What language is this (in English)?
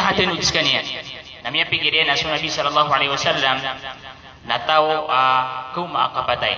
Maranao